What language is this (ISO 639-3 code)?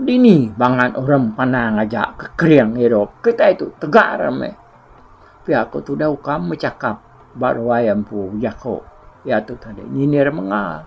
iba